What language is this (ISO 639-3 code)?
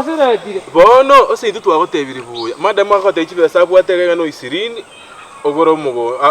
guz